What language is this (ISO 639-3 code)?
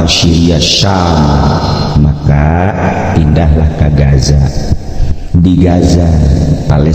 sun